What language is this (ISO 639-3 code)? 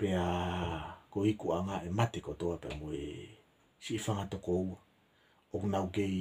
ton